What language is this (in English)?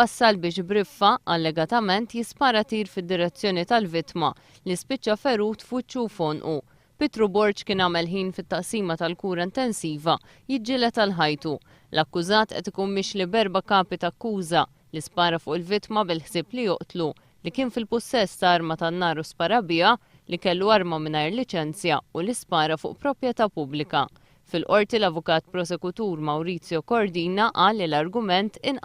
Maltese